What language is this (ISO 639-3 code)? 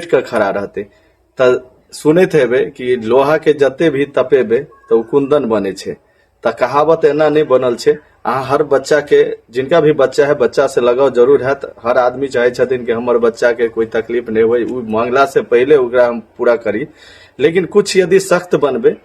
mai